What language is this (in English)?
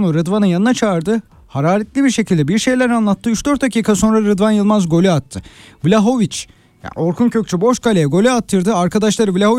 Turkish